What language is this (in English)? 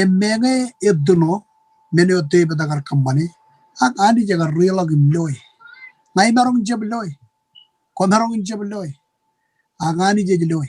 Marshallese